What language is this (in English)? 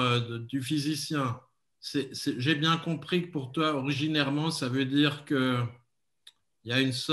French